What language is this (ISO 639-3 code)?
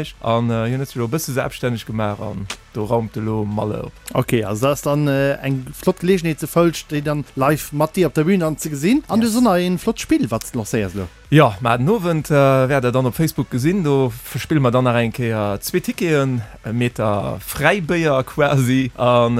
ltz